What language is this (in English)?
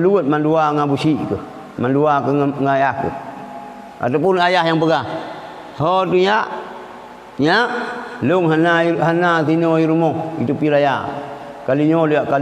Achinese